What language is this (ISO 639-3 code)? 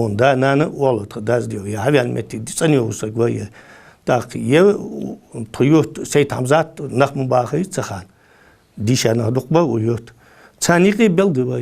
inh